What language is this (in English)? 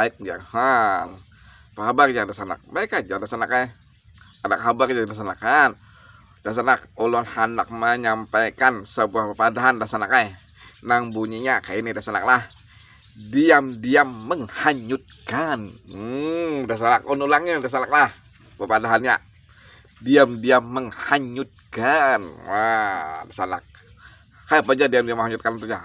Banjar